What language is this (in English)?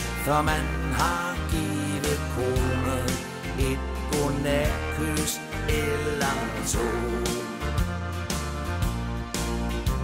Danish